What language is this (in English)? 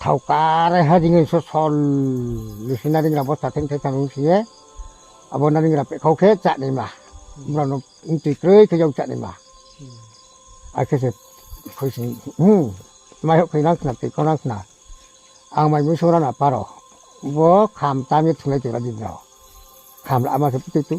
Riang (India)